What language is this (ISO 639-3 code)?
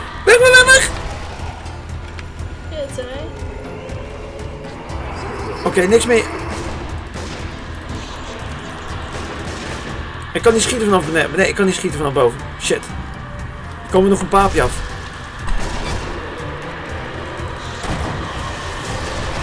nld